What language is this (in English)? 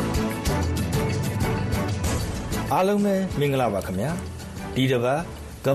Burmese